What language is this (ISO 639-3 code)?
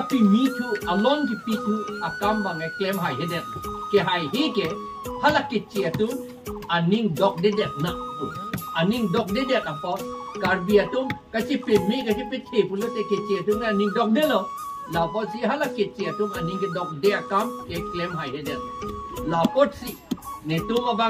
mjw